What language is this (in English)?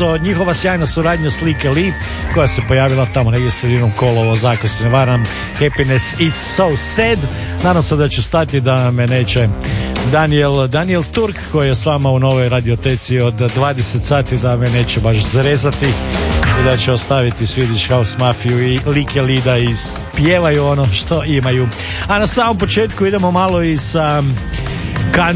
Croatian